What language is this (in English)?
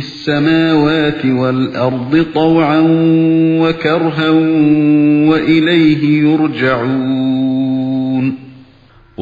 Uyghur